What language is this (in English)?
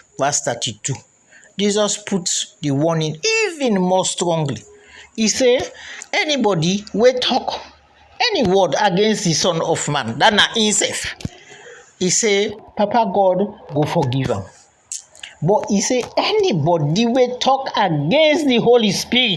Krio